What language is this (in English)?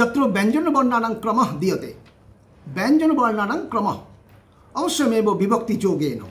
Sanskrit